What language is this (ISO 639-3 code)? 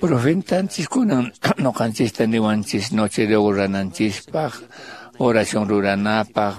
que